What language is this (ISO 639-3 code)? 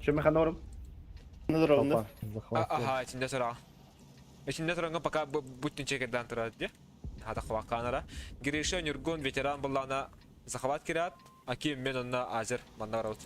sah